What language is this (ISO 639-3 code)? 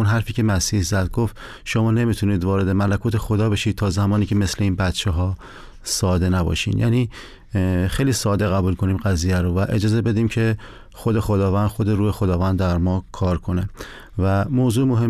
fas